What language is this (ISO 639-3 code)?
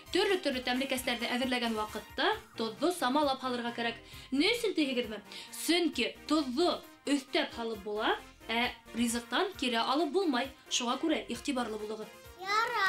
bak